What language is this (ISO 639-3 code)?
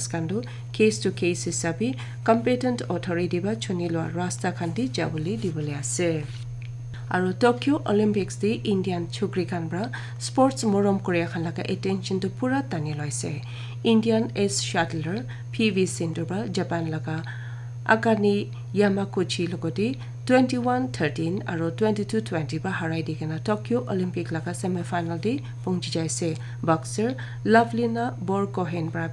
nag